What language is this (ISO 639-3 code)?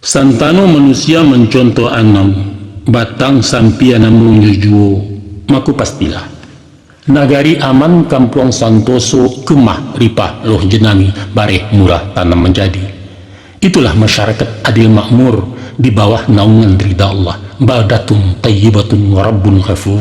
min